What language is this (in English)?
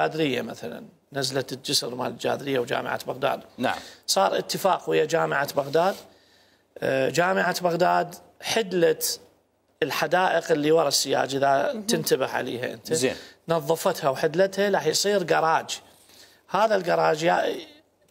Mesopotamian Arabic